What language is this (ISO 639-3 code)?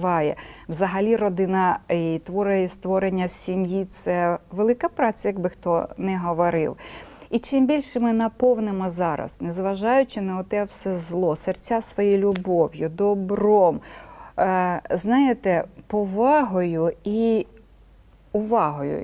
ukr